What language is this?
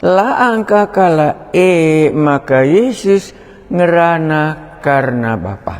Batak Karo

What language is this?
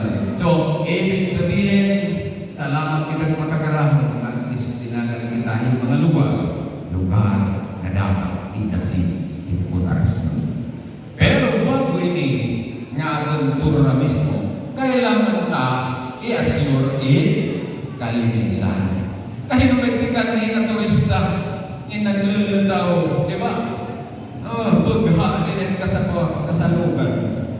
Waray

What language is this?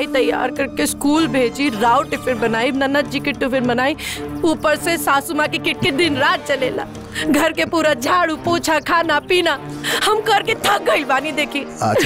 Bhojpuri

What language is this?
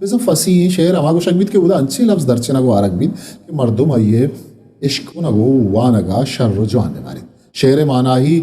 Eastern Balochi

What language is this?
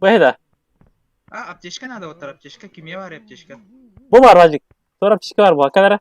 Yakut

